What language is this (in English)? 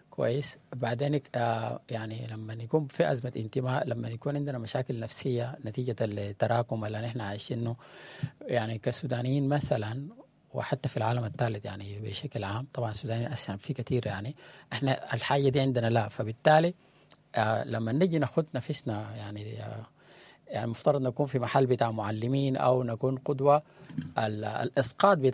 Sudanese Arabic